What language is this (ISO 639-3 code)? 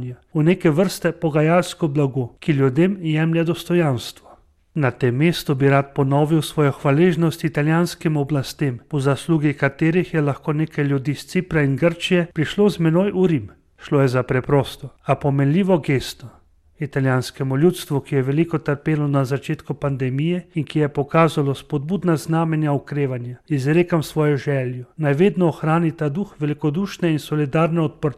slv